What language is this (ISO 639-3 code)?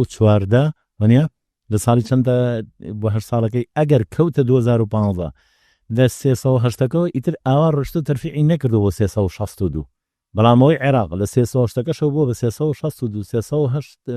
ckb